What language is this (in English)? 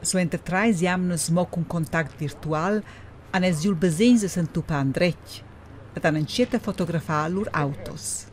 Romansh